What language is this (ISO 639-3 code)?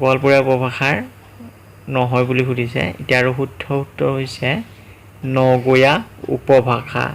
asm